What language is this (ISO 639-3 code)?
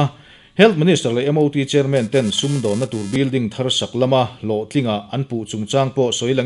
lus